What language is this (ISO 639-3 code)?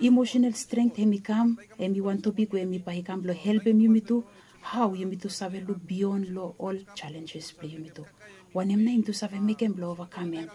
bis